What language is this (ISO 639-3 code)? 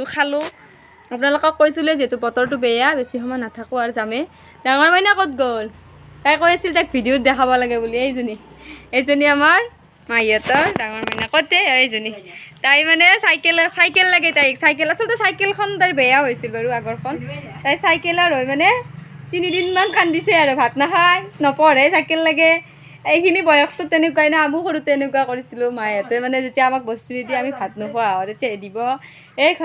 asm